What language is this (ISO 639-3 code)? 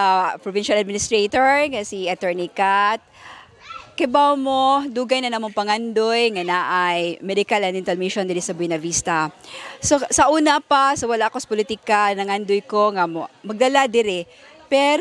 ceb